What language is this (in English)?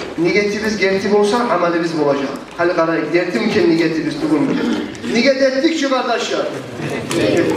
Kumyk